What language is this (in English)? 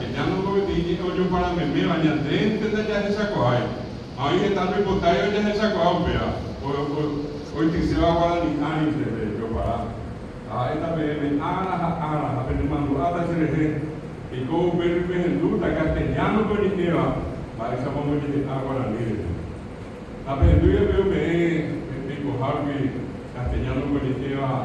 Guarani